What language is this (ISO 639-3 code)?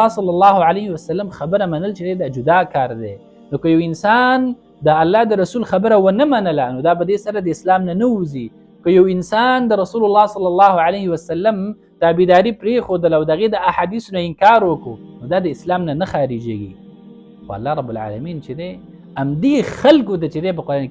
pus